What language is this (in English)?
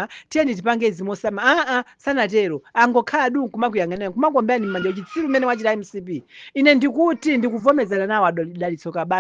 Nyanja